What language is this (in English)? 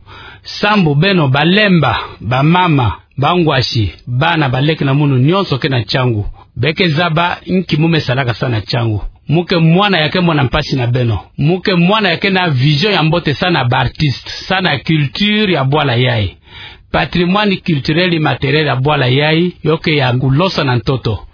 Kituba (Democratic Republic of Congo)